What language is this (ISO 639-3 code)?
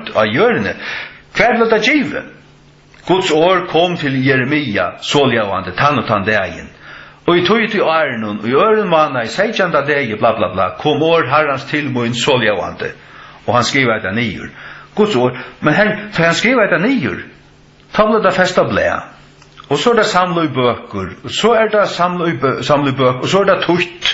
fao